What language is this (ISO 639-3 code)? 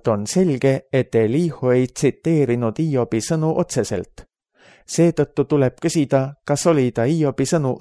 est